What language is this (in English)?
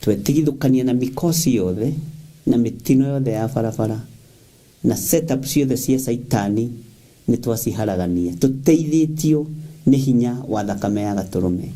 Kikuyu